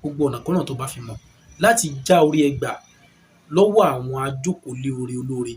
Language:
Yoruba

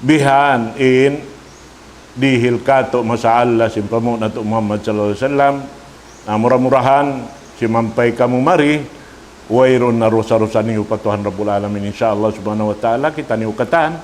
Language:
Tausug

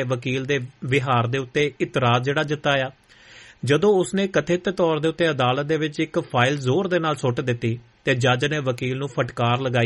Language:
Punjabi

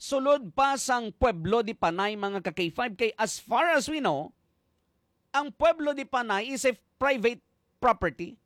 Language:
Hiligaynon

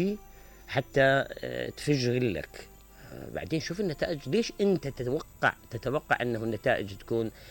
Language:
Mesopotamian Arabic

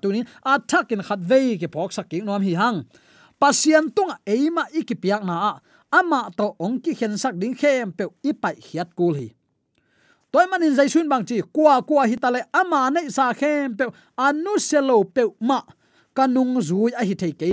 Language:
Tedim Chin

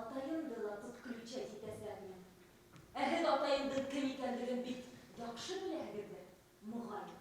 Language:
Bashkir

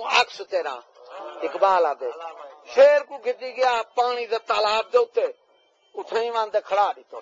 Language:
Saraiki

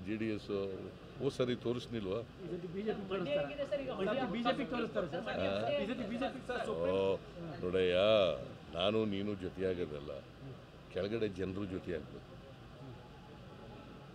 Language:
Kannada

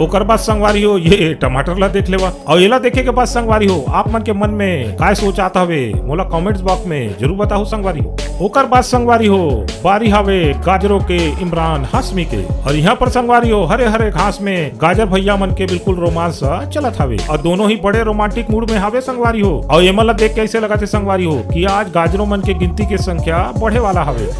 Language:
Chhattisgarhi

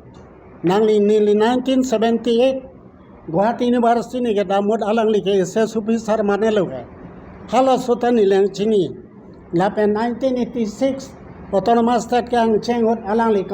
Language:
Karbi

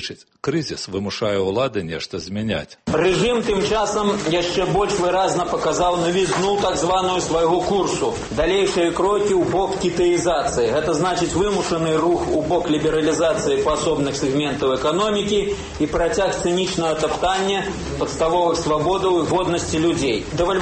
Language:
Belarusian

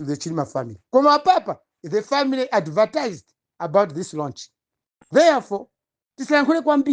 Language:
Nyanja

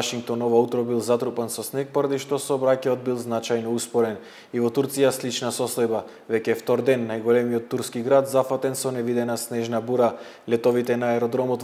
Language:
Macedonian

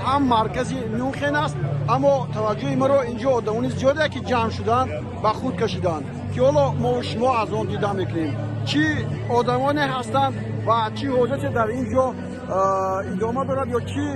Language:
Tajik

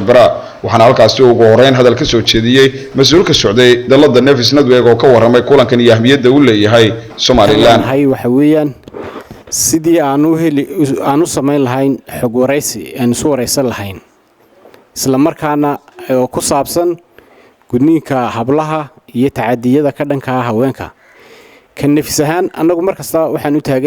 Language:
Somali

